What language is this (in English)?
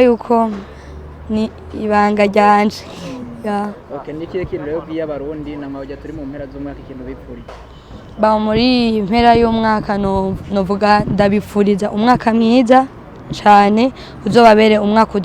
Rundi